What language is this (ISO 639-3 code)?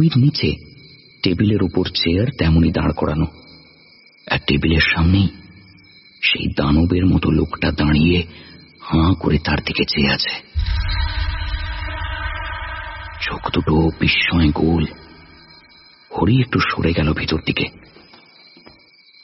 ben